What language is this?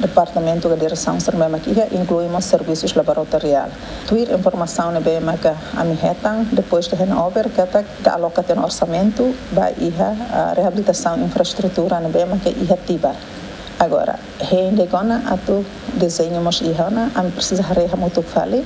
Tetum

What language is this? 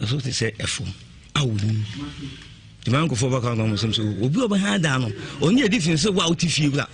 Akan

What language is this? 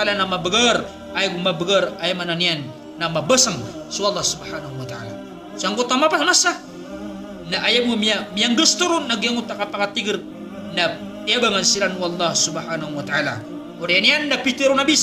Maranao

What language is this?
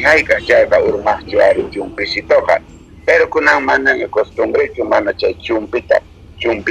South Bolivian Quechua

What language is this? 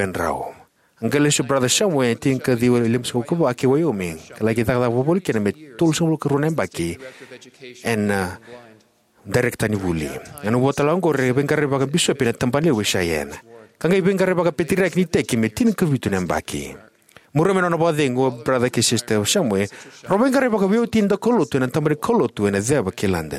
Fijian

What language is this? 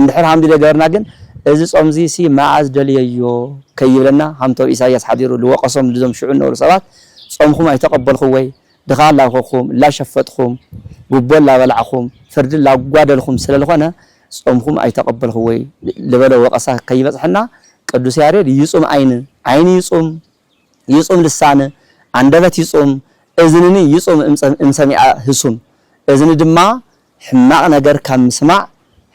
Tigrinya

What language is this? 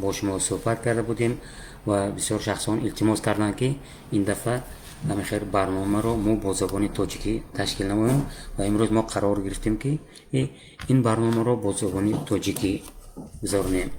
Tajik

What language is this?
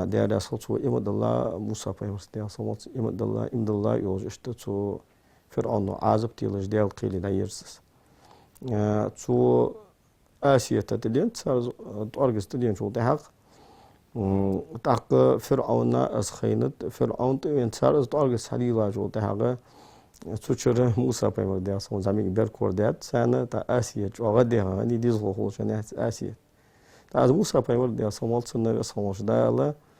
Ingush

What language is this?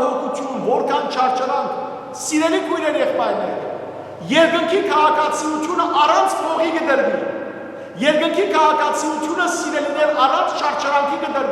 Western Armenian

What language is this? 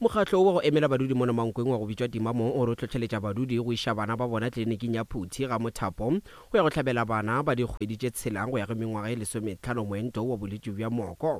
Northern Sotho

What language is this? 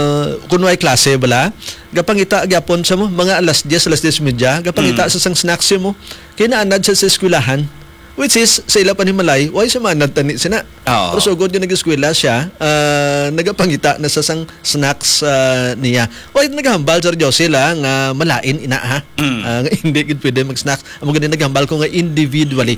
Hiligaynon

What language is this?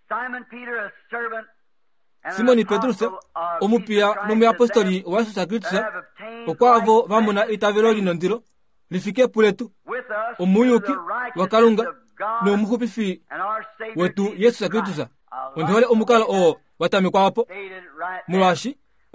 Kuanyama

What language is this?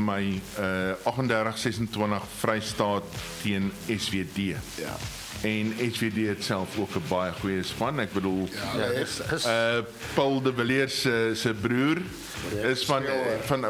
Afrikaans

